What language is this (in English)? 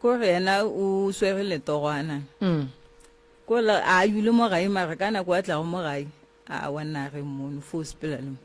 Northern Sotho